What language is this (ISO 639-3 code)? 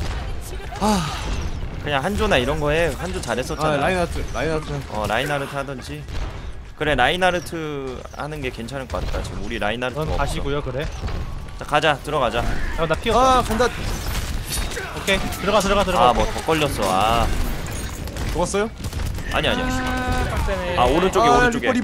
kor